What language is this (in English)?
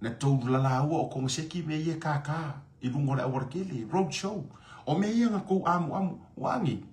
Samoan